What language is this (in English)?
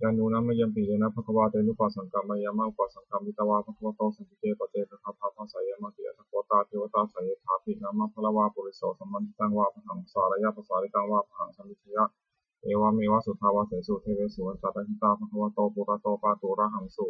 Pali